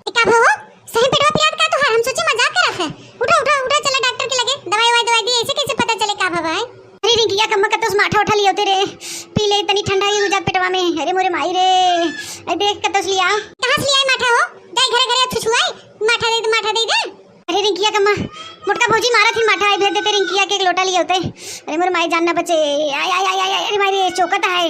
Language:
Awadhi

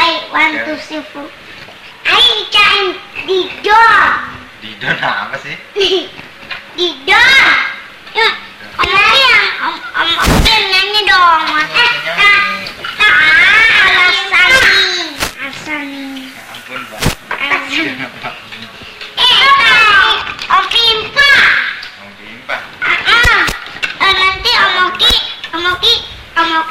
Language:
Indonesian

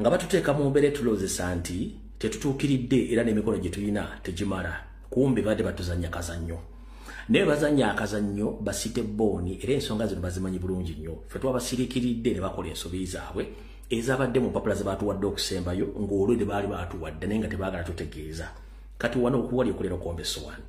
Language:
Ganda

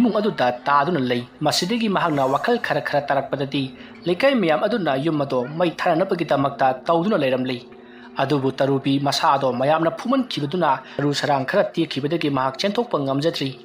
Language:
Manipuri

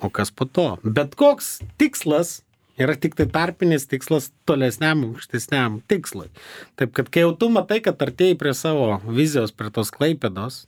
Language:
Lithuanian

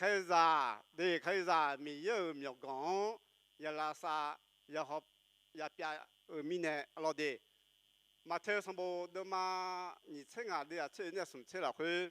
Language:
Akha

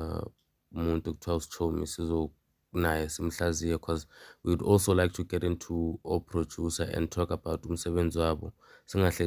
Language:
Zulu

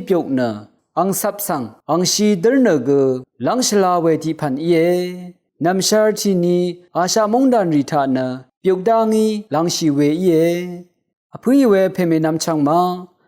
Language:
Rawang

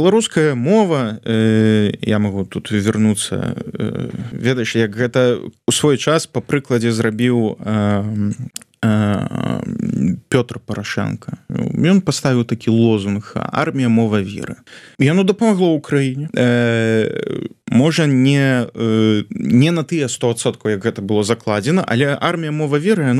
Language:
Belarusian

